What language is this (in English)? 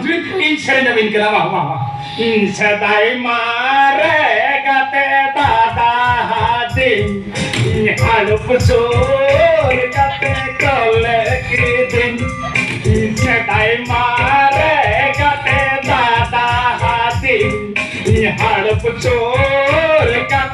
Santali